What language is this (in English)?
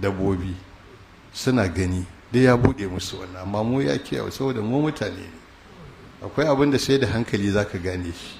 Hausa